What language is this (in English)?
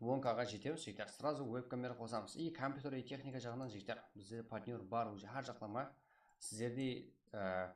Kara-Kalpak